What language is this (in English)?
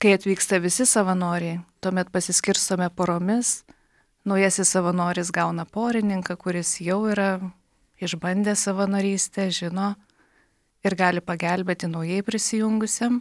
Lithuanian